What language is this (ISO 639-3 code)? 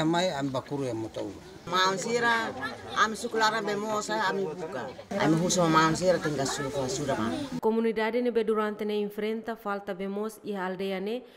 tet